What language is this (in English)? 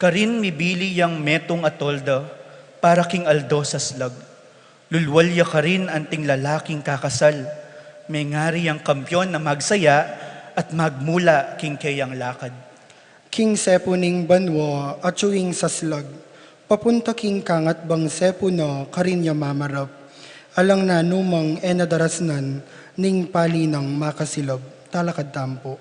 Pampanga